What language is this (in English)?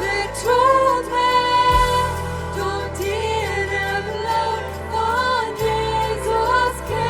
Plautdietsch